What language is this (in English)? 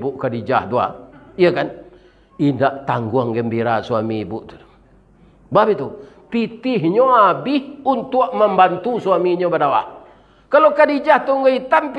Minangkabau